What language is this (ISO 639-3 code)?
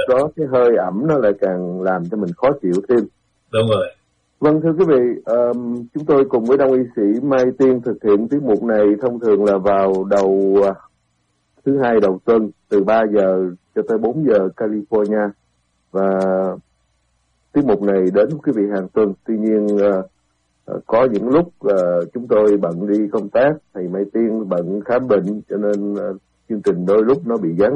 vie